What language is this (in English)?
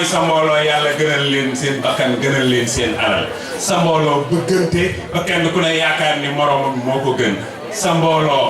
Wolof